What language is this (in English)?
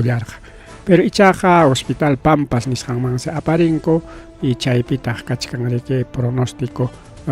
Ayacucho Quechua